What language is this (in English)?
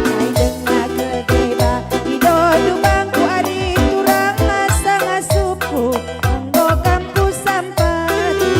Batak Karo